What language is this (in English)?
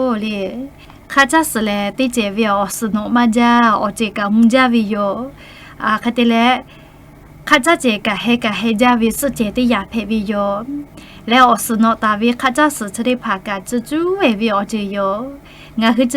Lahu